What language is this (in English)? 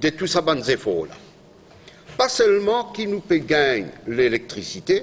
Morisyen